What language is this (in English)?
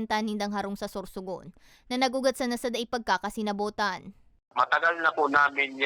Bikol